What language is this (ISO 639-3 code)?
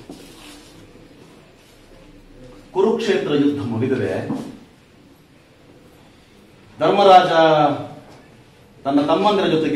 kan